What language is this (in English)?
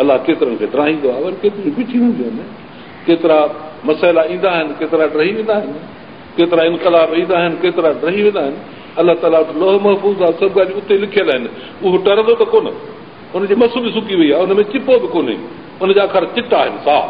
Sindhi